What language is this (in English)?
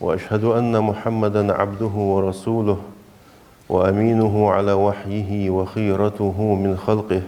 Ingush